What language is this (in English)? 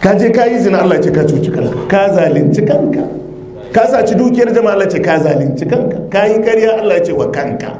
Hausa